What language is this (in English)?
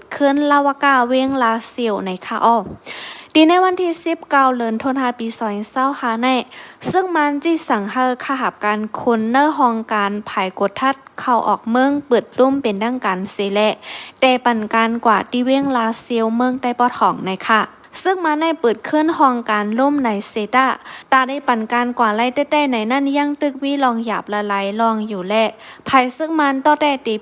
Shan